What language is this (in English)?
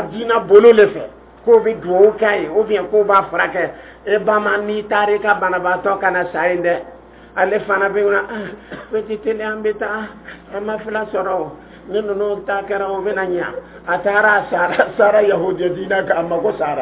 Dyula